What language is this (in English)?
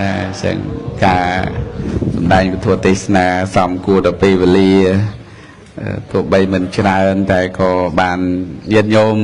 Khmer